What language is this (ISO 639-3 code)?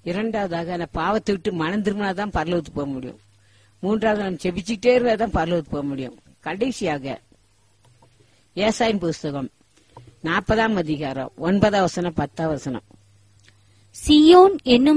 tam